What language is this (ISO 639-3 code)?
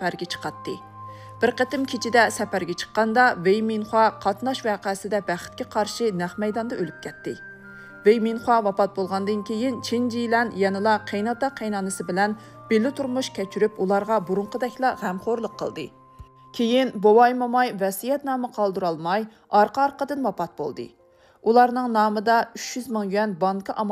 uig